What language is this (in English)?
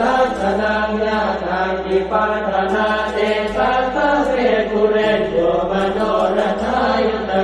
Pali